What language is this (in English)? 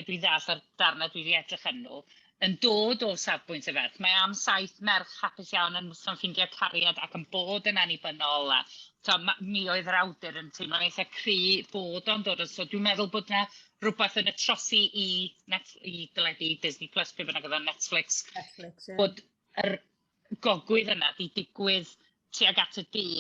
Welsh